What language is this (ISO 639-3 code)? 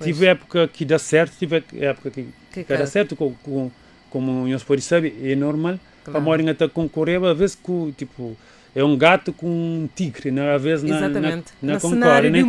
kea